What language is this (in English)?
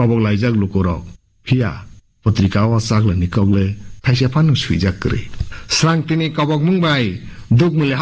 Kok Borok